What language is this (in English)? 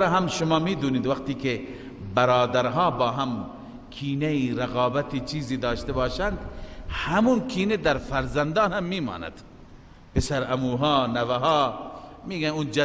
Persian